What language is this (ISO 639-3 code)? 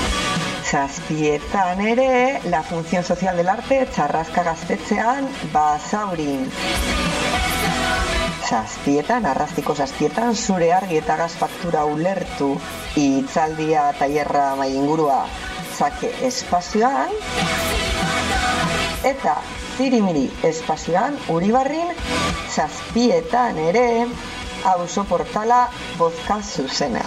eus